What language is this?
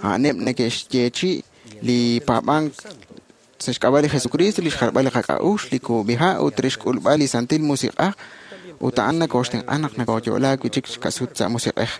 Kekchí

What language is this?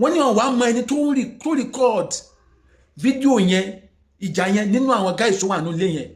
Yoruba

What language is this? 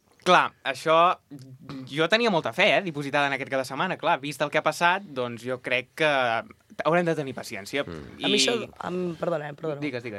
Catalan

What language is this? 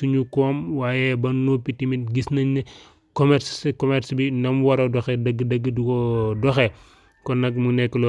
Wolof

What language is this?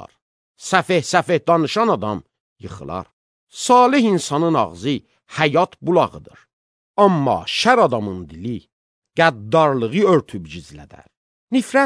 Azerbaijani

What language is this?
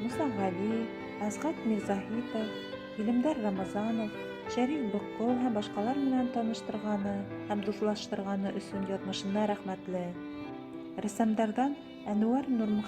Bashkir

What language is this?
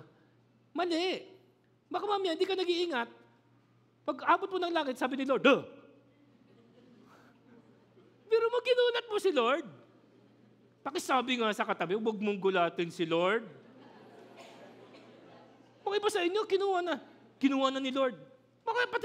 Filipino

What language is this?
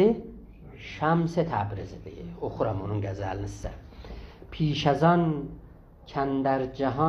South Azerbaijani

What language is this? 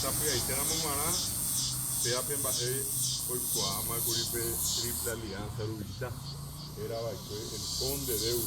Guarani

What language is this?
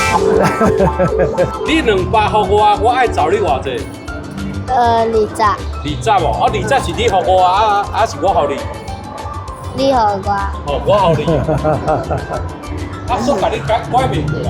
Min Nan Chinese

